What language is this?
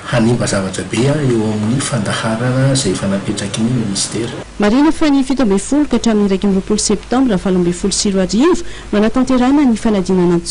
Malagasy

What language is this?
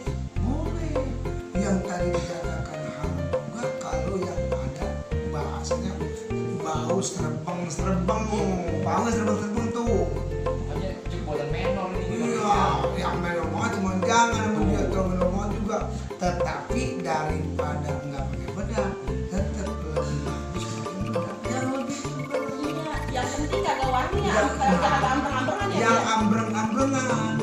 Betawi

